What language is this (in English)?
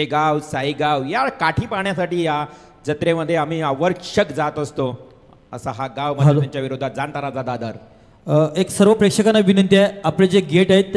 Marathi